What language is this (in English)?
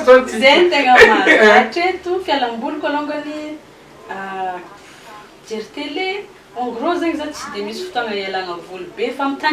Malagasy